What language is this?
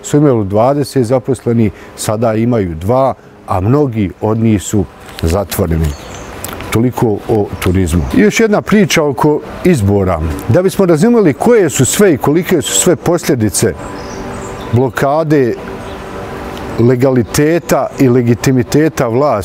Bosnian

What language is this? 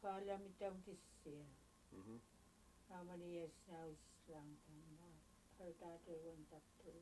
Central Yupik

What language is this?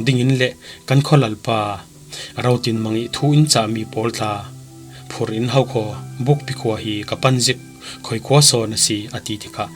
Falam Chin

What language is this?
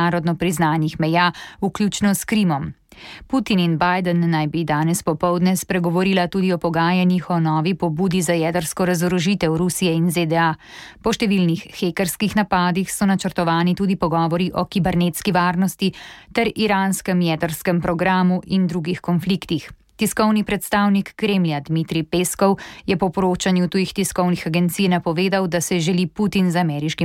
Slovenian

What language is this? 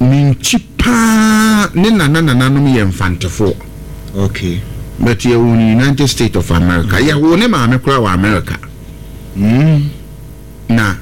Akan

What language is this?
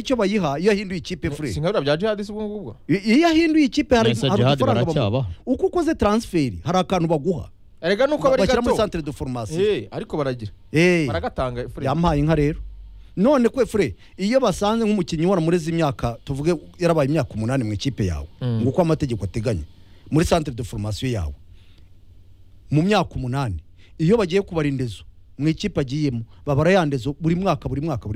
Kinyarwanda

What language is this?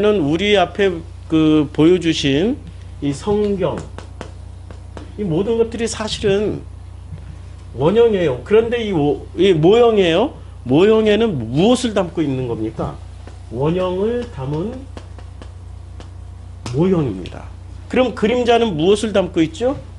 Korean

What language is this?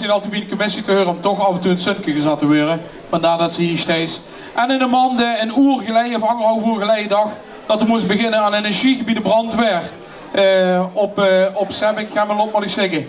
Limburgish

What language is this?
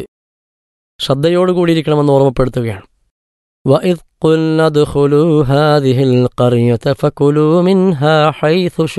Malayalam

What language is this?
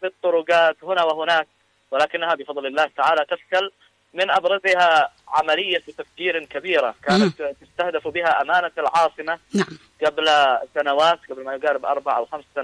Arabic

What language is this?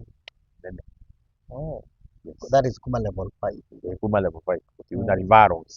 Kamba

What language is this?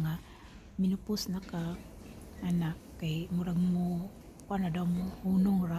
Cebuano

